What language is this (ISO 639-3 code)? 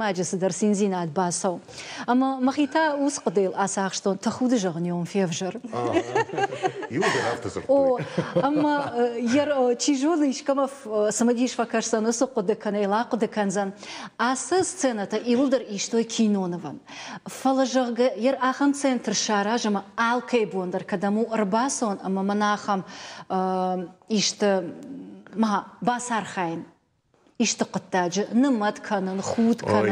oss